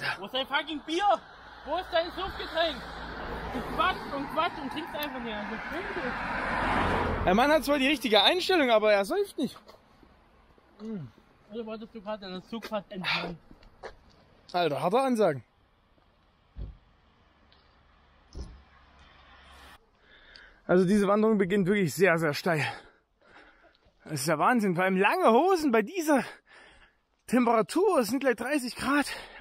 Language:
German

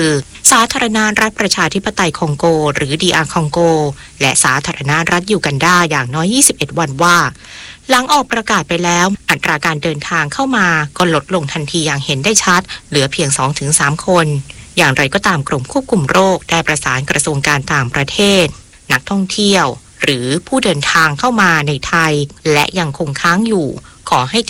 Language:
Thai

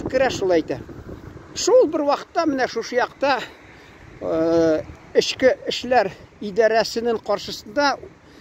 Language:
Tatar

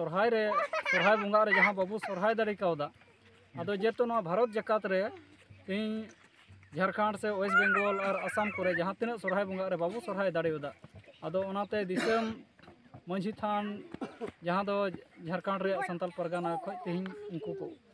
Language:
Santali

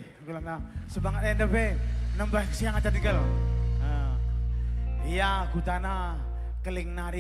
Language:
Batak Karo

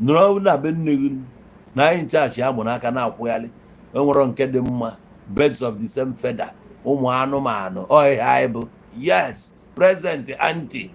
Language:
Igbo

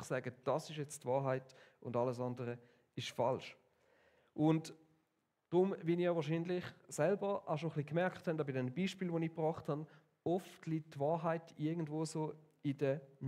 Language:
Swiss German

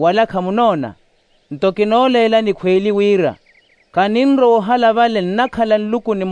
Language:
Makhuwa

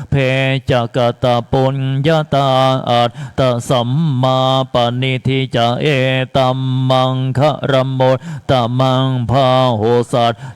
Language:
Pali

